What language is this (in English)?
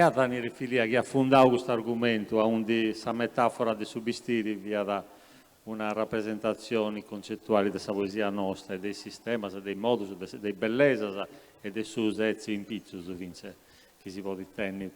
Sardinian